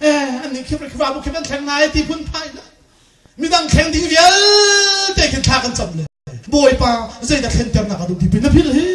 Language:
Hakha Chin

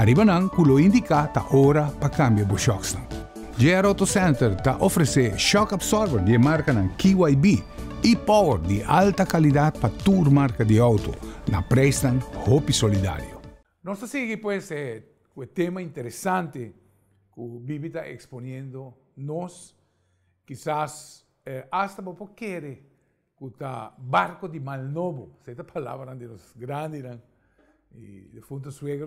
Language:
Papiamento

